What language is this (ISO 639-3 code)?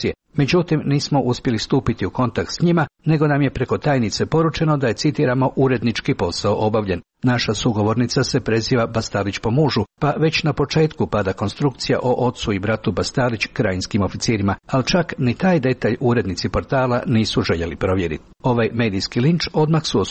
hrv